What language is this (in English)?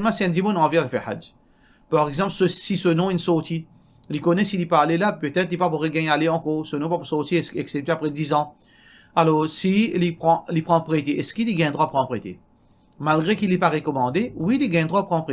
Morisyen